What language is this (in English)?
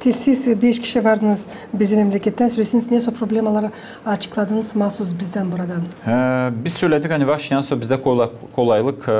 Gagauz